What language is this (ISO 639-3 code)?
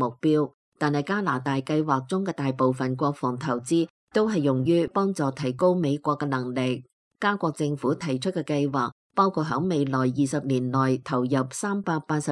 yue